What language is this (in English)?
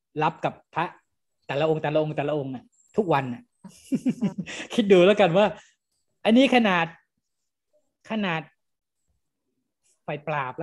Thai